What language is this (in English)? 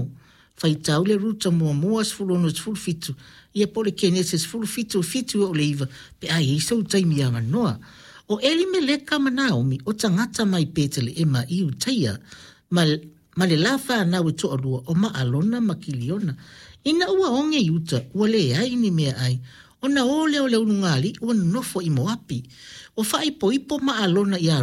Samoan